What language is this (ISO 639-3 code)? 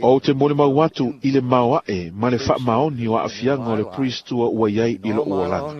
smo